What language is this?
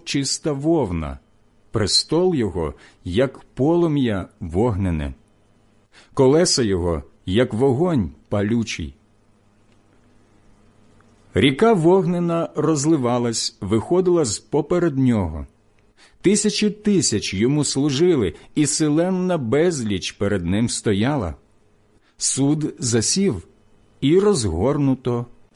Ukrainian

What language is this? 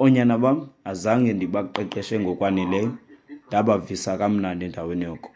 Xhosa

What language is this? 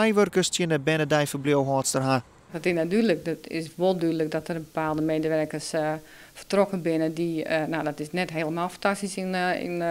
Western Frisian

